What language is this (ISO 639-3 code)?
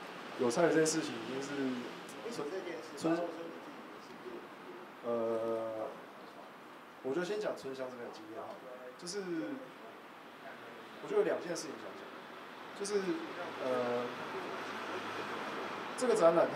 zho